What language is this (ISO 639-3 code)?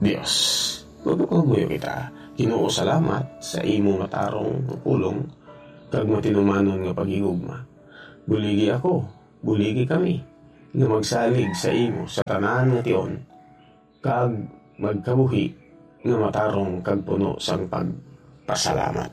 hil